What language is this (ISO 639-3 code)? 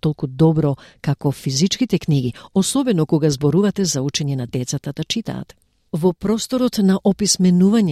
mkd